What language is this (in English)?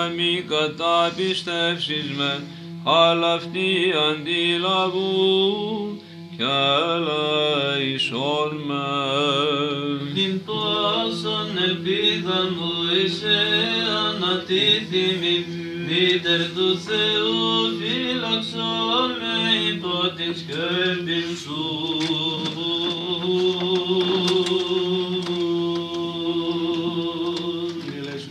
Greek